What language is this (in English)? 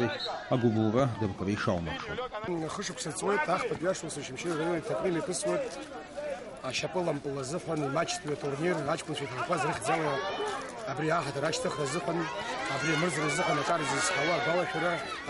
Abkhazian